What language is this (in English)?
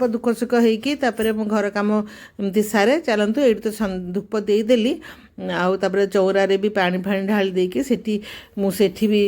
Odia